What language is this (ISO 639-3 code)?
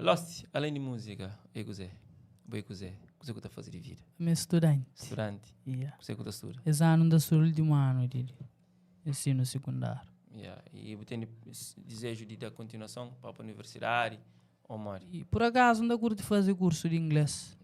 kea